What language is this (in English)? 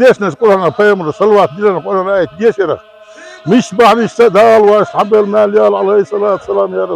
Chechen